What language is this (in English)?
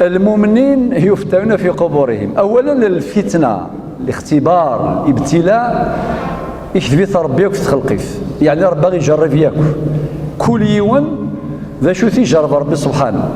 Kabyle